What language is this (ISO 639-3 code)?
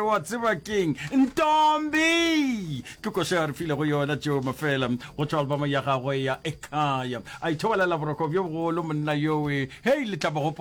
nso